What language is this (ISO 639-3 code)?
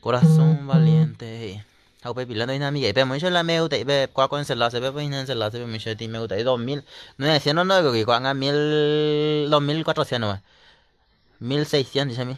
grn